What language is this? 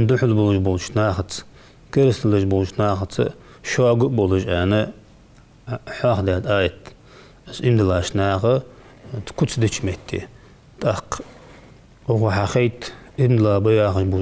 Ingush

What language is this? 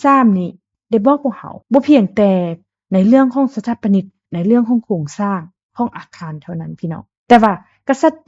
Lao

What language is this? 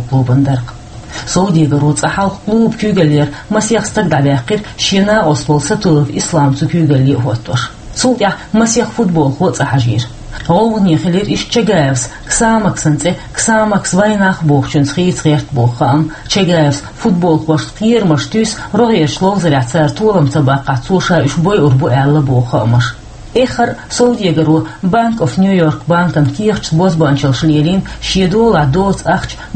Chechen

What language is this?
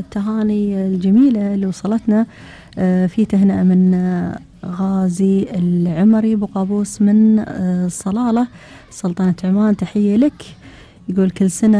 Gulf Arabic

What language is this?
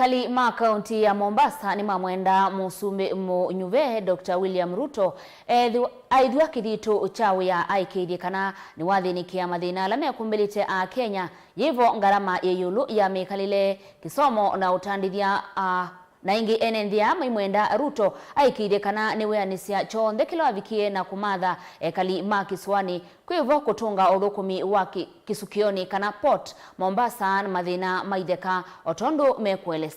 Kamba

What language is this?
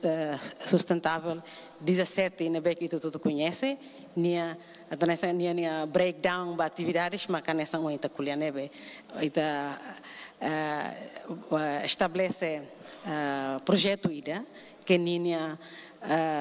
Tetum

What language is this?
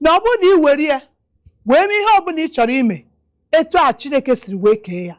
Igbo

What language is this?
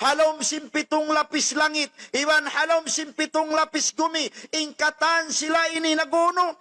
Tausug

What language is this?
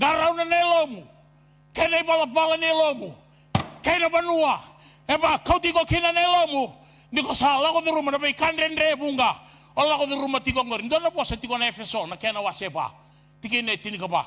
Fijian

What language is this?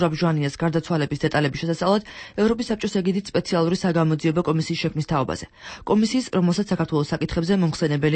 Georgian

